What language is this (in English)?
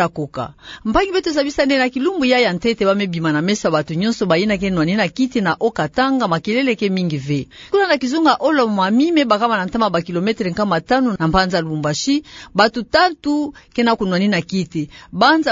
Kituba (Democratic Republic of Congo)